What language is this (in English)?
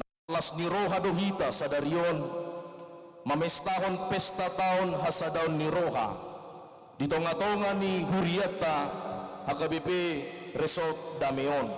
Batak Toba